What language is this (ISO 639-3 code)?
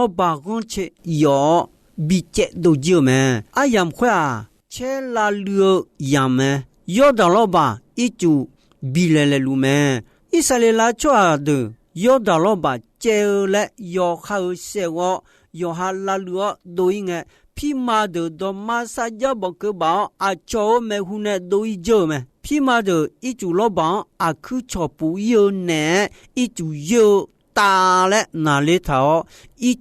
ahk